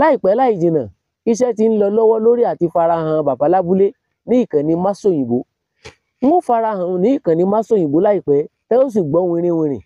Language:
Yoruba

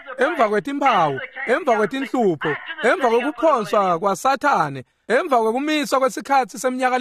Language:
Swati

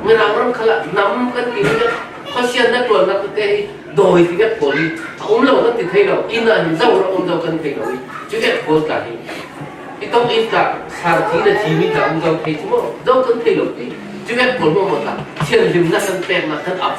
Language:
Falam Chin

